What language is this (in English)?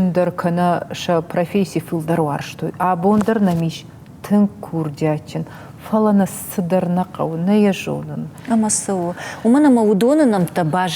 Ossetic